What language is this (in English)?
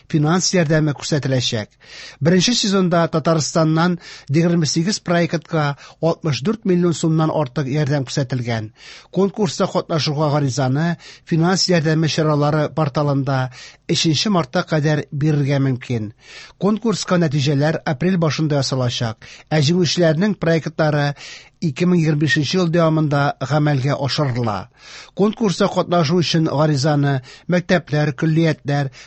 Tatar